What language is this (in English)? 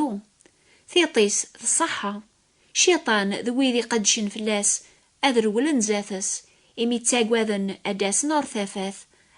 Kabyle